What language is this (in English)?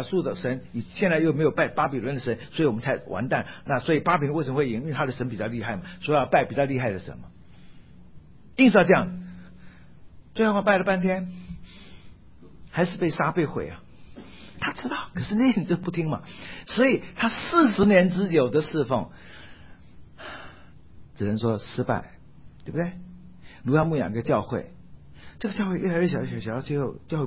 Chinese